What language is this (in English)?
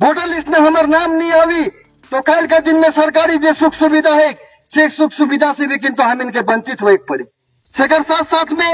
Sadri